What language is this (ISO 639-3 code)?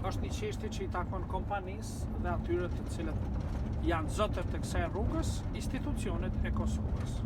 sqi